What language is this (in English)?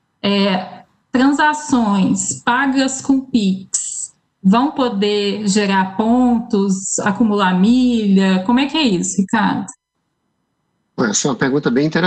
Portuguese